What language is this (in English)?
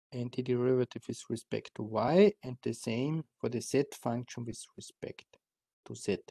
English